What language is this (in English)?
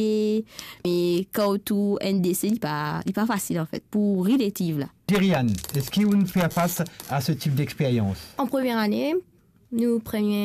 Morisyen